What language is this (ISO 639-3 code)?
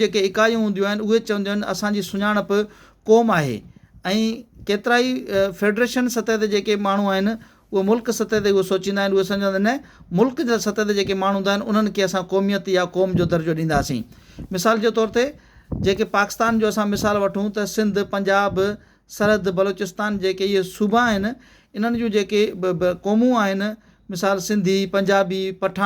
snd